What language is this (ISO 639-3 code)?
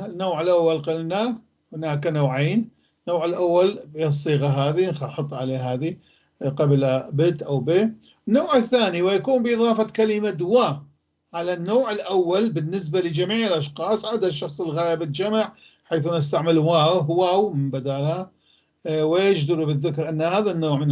apc